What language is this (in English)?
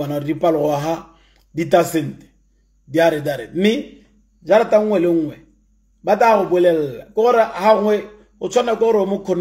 Tswana